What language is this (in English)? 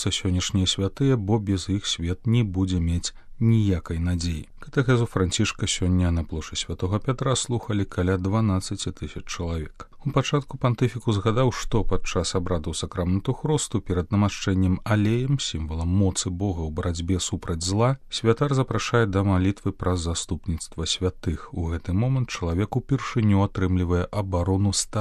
Belarusian